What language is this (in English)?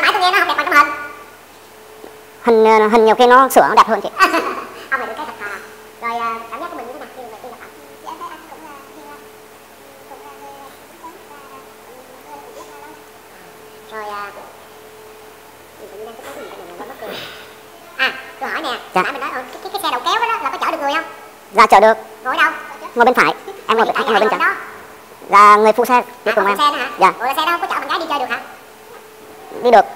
Vietnamese